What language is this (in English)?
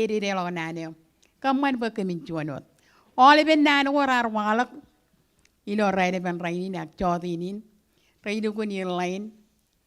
Marshallese